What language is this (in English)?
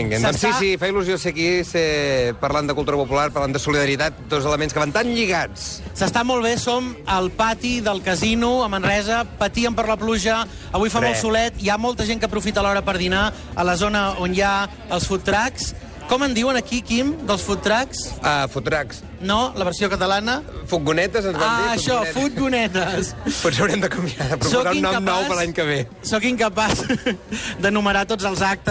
Catalan